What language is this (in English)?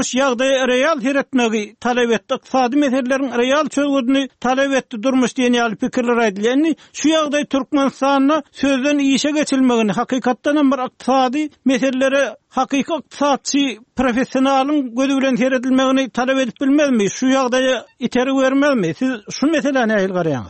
Turkmen